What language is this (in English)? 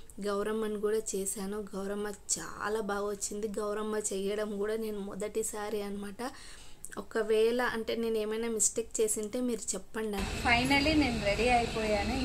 Telugu